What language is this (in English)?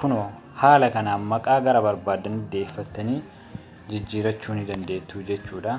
Oromo